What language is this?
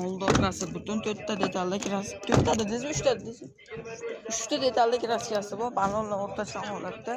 Uzbek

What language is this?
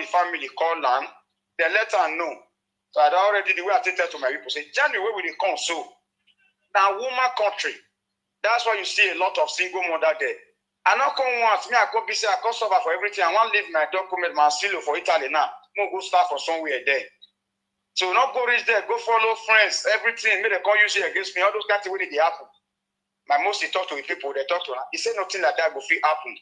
Nigerian Pidgin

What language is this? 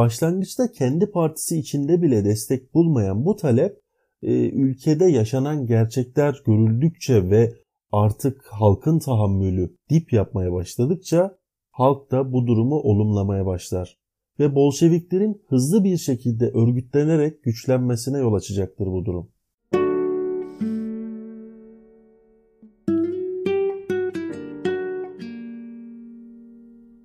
Turkish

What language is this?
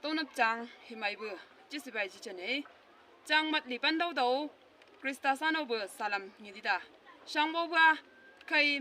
Chang Naga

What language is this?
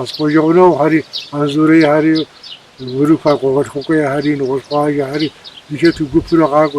Kabardian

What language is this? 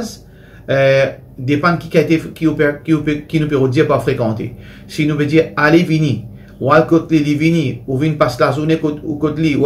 Morisyen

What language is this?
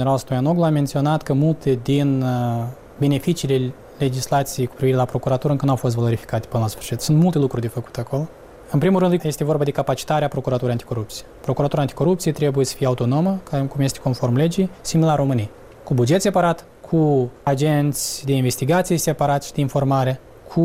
Romanian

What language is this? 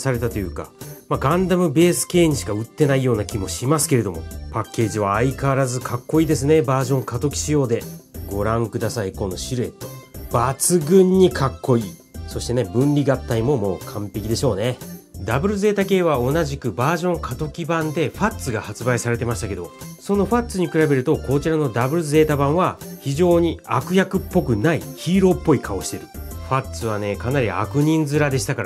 Japanese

